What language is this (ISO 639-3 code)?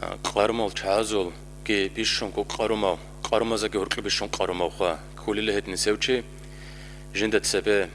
ava